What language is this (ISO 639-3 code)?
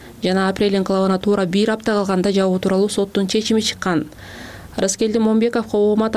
kir